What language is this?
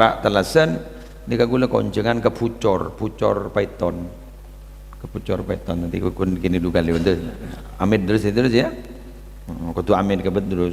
Madurese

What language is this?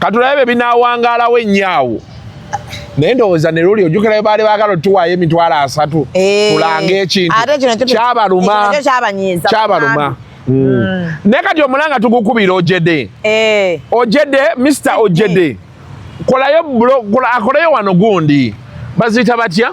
Ganda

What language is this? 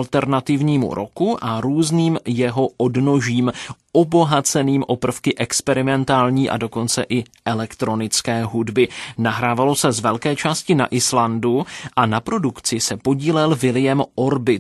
Czech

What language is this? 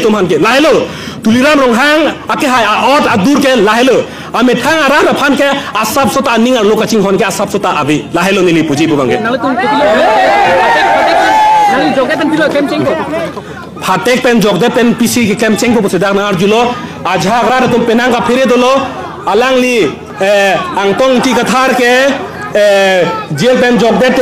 Karbi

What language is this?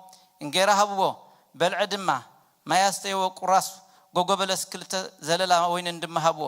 Tigrinya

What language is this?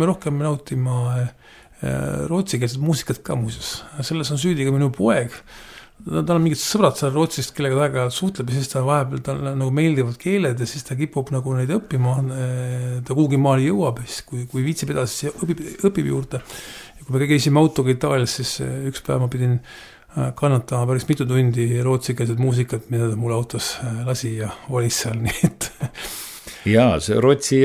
Estonian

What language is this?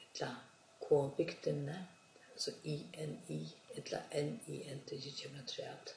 Faroese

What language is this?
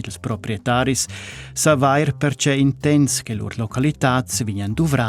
Romansh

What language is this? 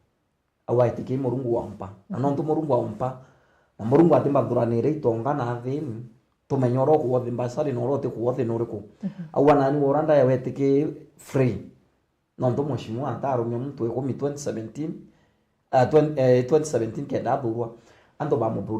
Meru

